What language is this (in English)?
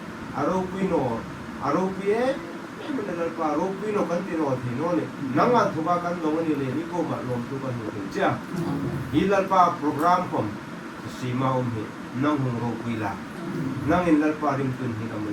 Hmar